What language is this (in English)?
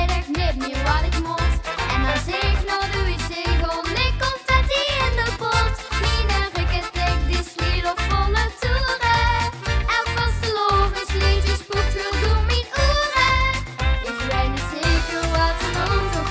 Limburgish